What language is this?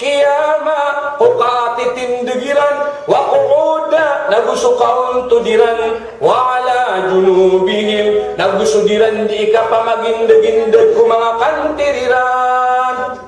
Maranao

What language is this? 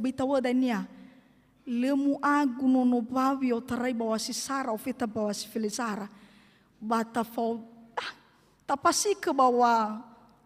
Nias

